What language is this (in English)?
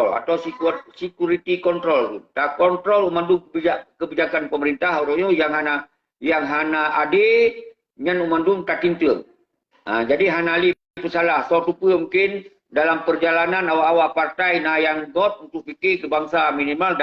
Achinese